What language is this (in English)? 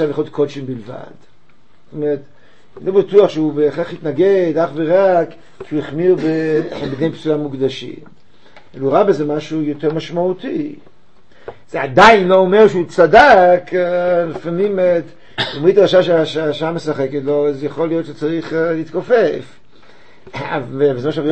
Hebrew